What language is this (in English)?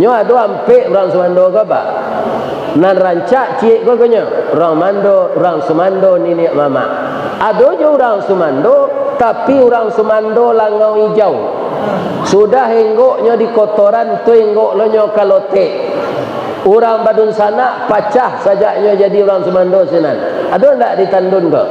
Minangkabau